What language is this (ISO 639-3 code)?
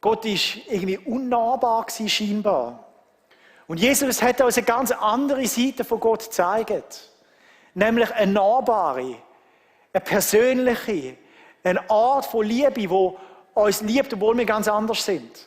gsw